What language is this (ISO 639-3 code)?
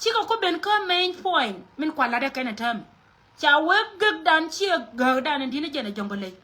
nus